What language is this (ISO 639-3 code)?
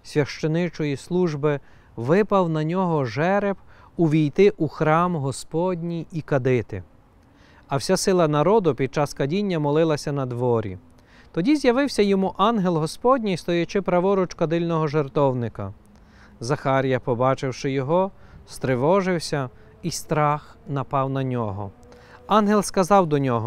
ukr